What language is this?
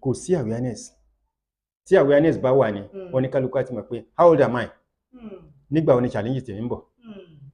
Yoruba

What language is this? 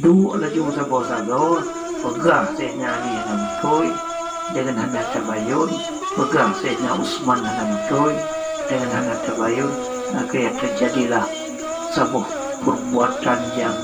Achinese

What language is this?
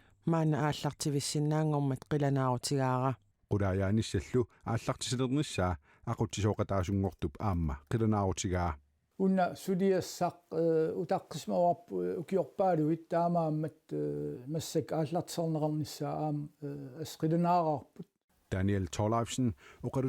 Kalaallisut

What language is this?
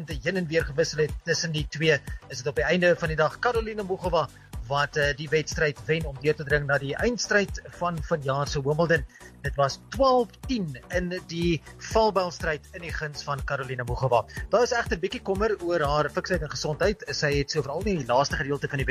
Afrikaans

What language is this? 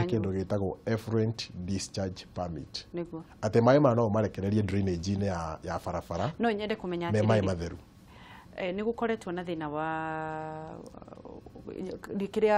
Kikuyu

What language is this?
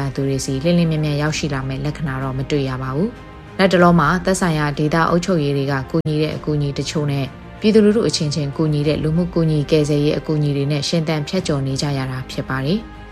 Burmese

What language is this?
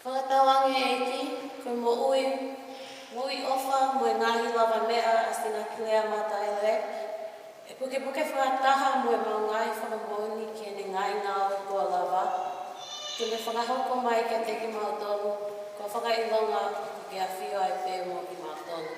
Tongan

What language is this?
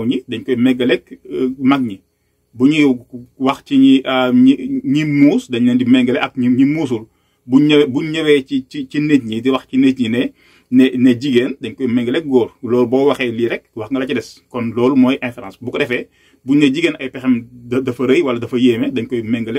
Wolof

